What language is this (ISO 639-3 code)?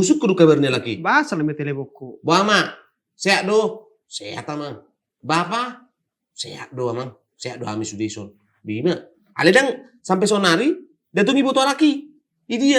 bbc